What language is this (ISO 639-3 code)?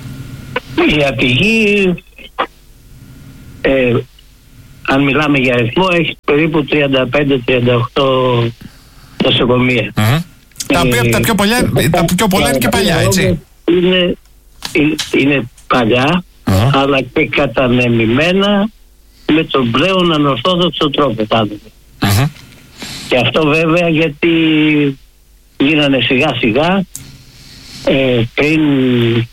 ell